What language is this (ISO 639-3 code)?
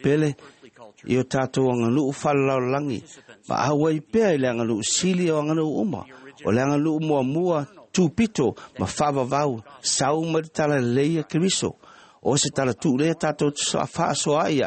smo